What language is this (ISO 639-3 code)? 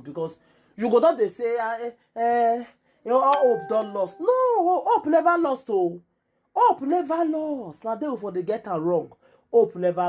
pcm